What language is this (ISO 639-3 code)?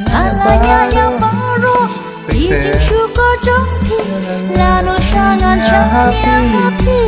kha